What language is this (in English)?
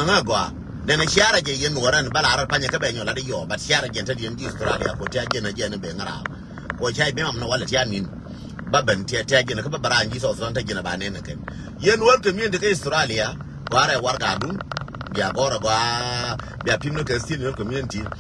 Nuer